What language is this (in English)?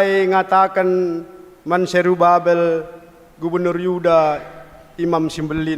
Batak Karo